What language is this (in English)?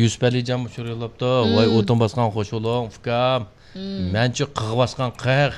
Uyghur